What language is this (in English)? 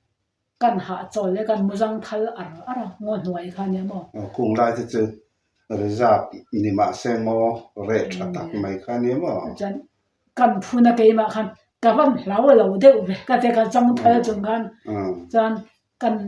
Mizo